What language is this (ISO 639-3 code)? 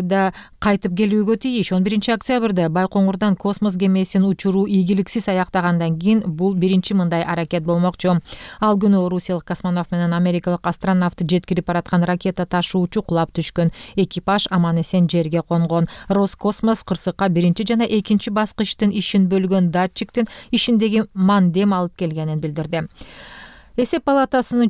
kir